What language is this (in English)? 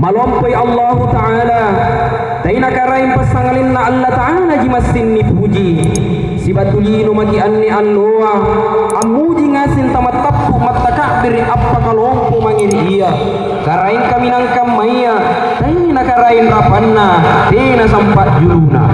Makasar